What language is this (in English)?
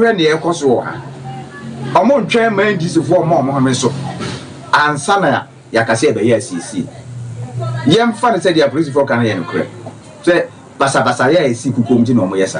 Akan